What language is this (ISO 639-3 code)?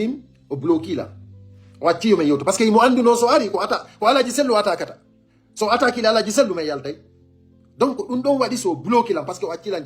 ful